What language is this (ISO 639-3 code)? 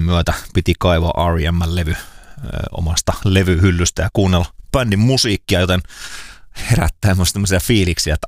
fin